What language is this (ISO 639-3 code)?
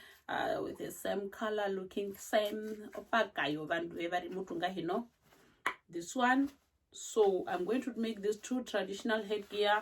her